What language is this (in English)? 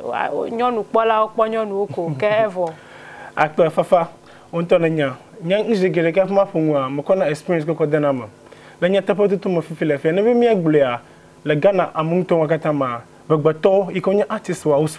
Ewe